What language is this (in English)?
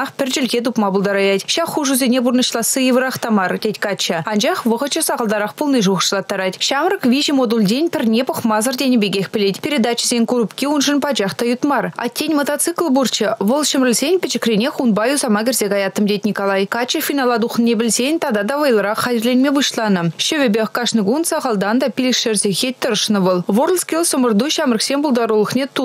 Chuvash